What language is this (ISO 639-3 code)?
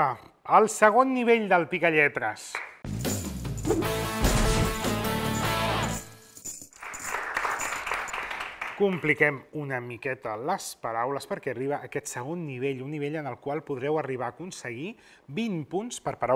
cat